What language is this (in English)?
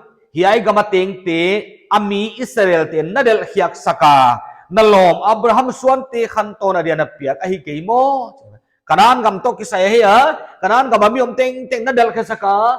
Paite Chin